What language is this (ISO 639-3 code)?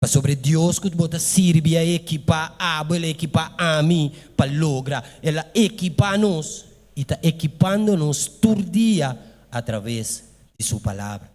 pap